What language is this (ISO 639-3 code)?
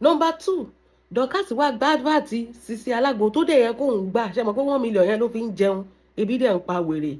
yor